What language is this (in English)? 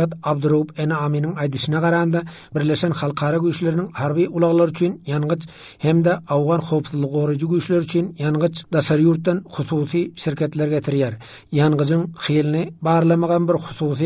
Turkmen